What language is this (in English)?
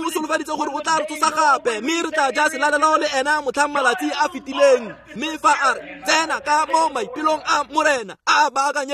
Tswana